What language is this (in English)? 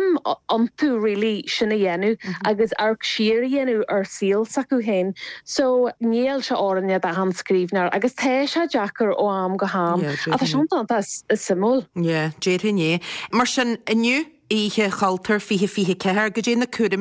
Irish